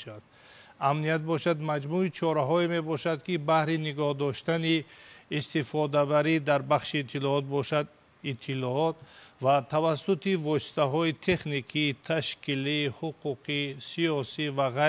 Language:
Tajik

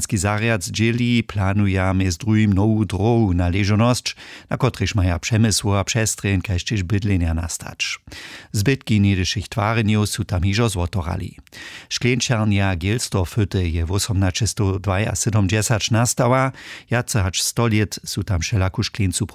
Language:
Upper Sorbian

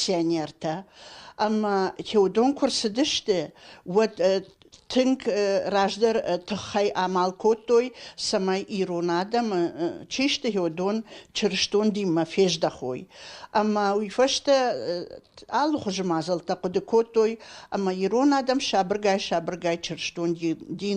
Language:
Ossetic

